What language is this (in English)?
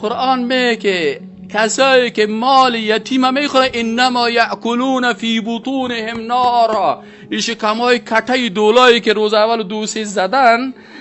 Persian